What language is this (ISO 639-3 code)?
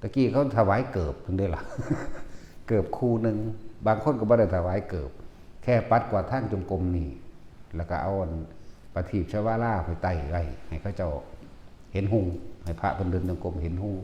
lao